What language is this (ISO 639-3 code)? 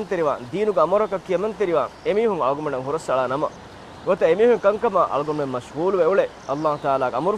div